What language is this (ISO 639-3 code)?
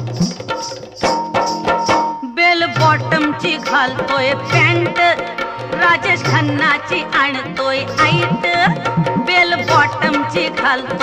mar